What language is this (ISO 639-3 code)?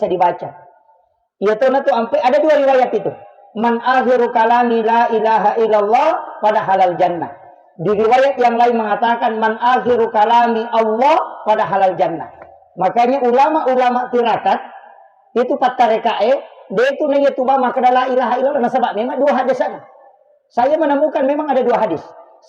bug